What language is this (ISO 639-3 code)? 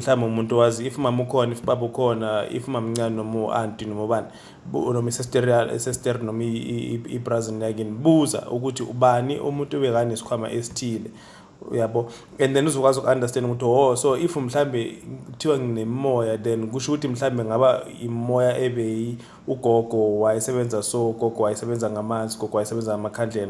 zul